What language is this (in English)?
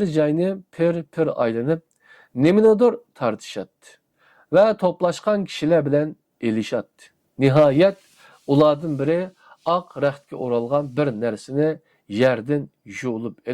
Uyghur